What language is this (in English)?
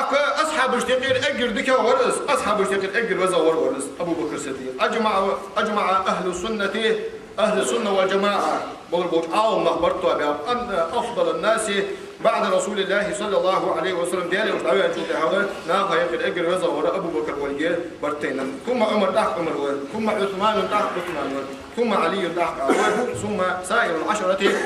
Ingush